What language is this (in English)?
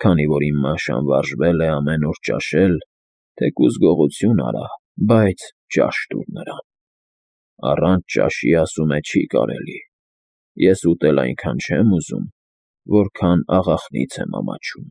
Armenian